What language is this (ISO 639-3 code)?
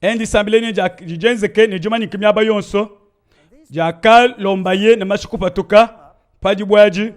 lua